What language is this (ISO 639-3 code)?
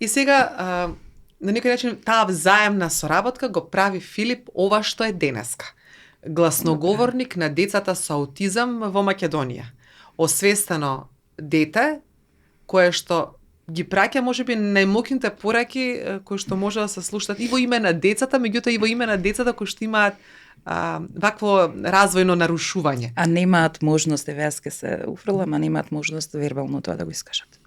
mkd